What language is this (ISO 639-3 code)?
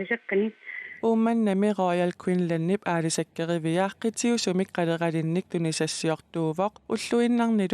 kal